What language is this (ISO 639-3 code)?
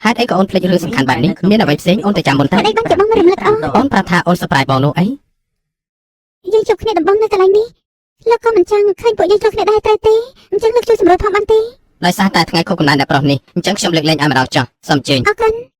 khm